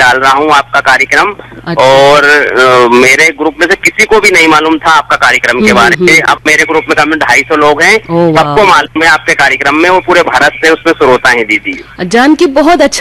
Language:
Hindi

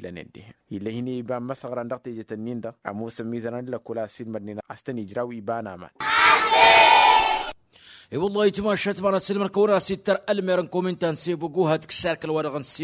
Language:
Tamasheq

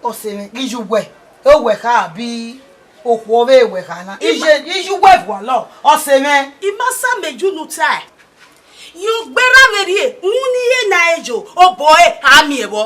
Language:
Bini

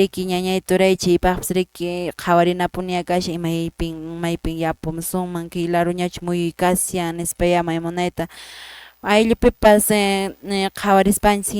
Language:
Quechua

